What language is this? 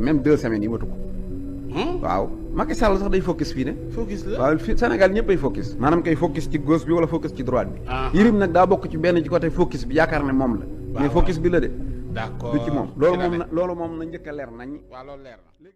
Wolof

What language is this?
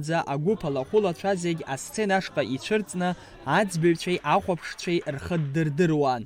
Abkhazian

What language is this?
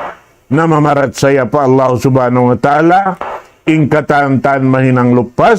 Tausug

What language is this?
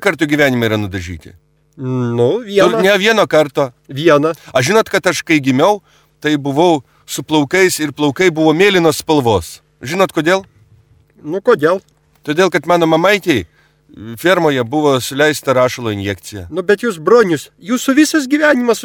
Lithuanian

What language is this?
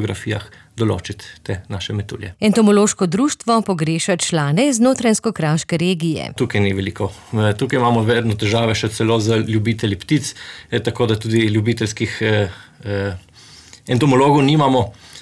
Slovenian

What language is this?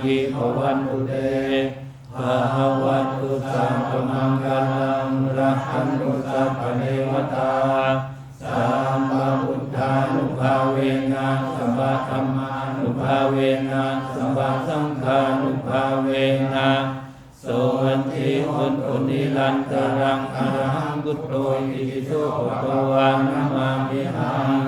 Pali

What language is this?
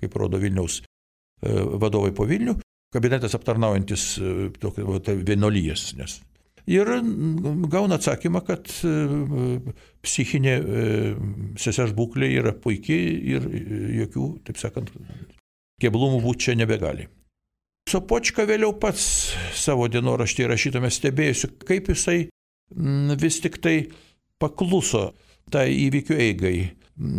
Lithuanian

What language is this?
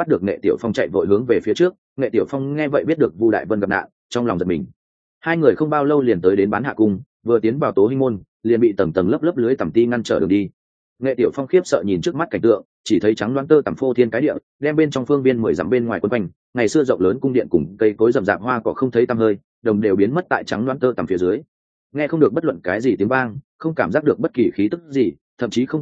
Vietnamese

